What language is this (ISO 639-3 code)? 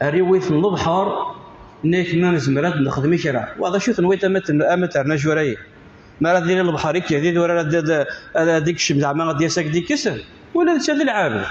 kab